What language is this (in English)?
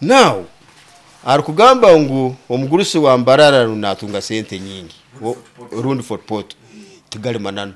Nyoro